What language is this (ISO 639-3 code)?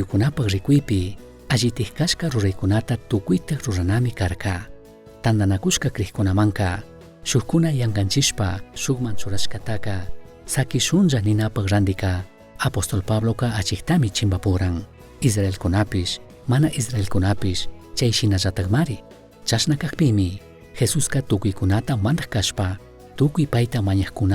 qug